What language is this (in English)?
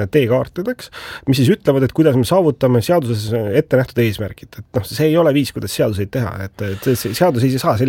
Estonian